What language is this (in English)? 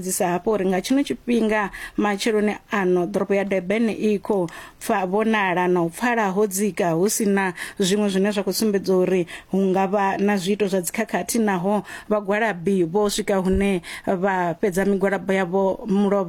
Venda